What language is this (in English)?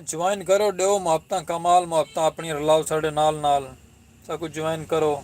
Saraiki